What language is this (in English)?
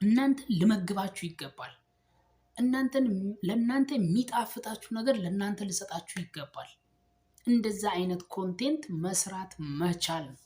Amharic